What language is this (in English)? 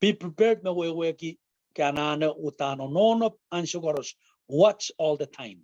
Pohnpeian